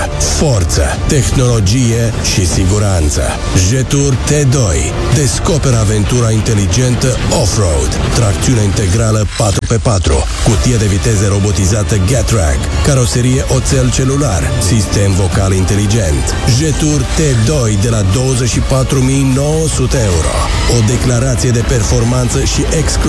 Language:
Romanian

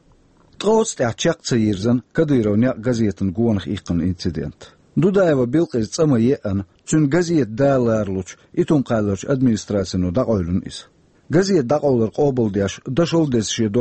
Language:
Chechen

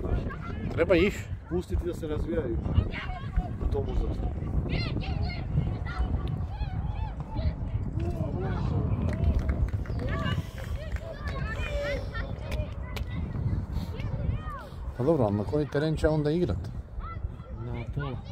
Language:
Croatian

